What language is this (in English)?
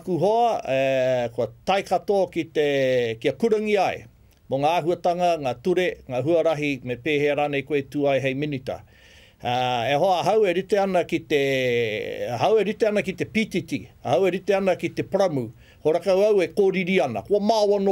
Māori